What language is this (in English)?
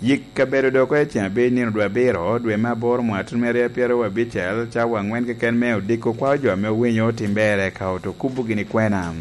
Lango (Uganda)